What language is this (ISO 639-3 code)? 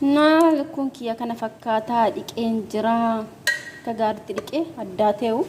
orm